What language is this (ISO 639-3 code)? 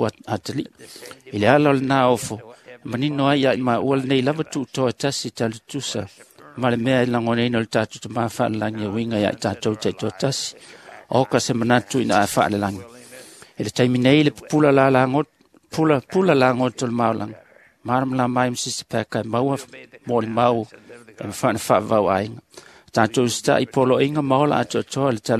smo